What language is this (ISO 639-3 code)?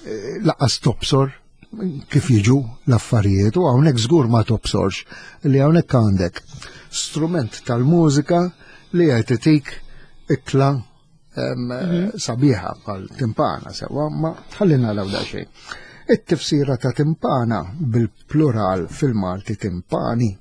mlt